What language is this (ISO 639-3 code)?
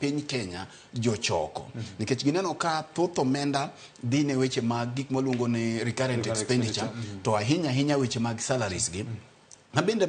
luo